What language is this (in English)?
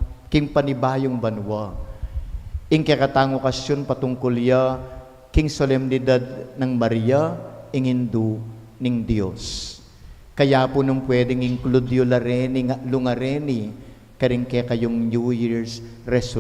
Pampanga